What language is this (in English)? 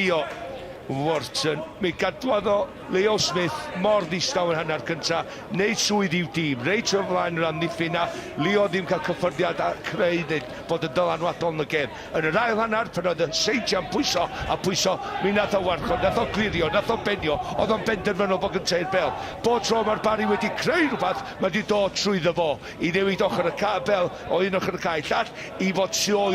Welsh